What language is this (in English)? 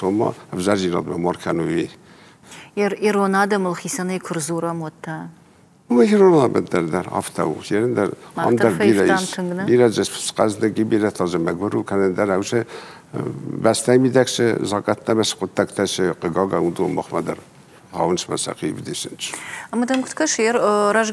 Ossetic